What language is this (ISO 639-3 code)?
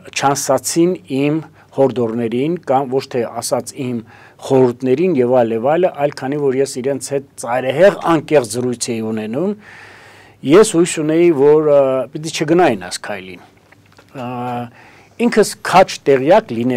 hye